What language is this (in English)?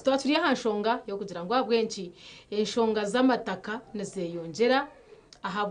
Nyankole